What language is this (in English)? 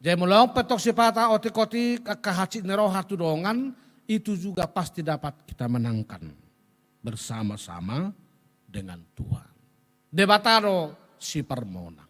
Batak Toba